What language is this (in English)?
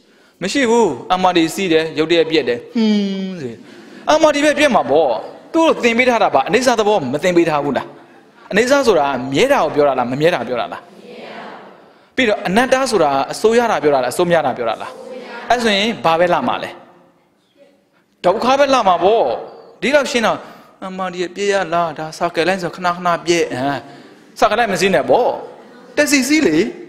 Burmese